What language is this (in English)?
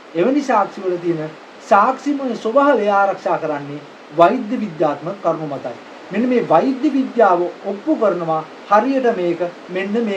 Sinhala